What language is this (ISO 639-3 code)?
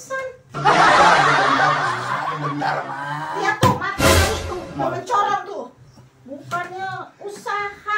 bew